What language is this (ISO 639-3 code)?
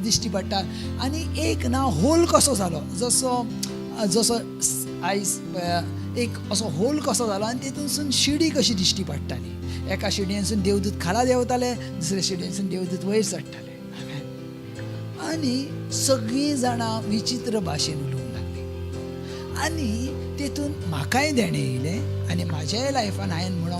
kok